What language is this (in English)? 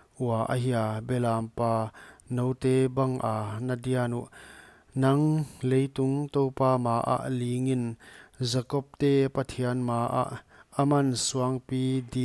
Paite Chin